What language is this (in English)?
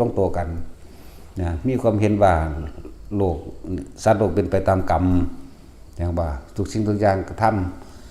Northeastern Thai